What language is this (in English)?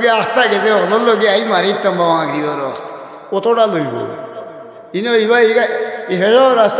Sylheti